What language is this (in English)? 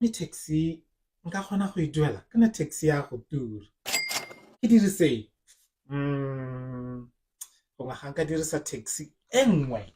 Tswana